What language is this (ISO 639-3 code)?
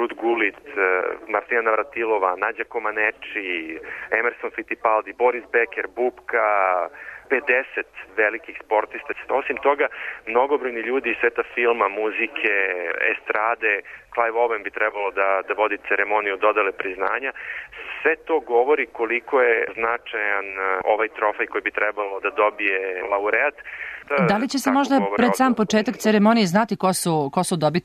srp